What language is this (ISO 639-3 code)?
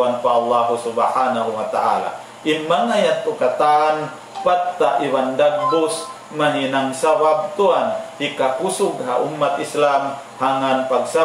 tsg